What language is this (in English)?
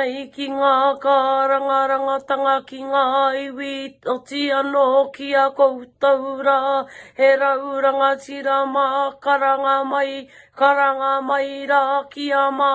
Māori